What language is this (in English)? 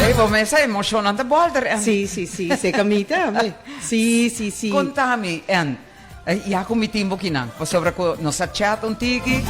Papiamento